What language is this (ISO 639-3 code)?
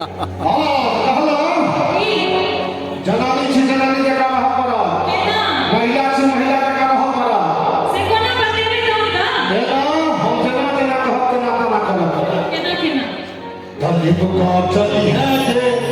mai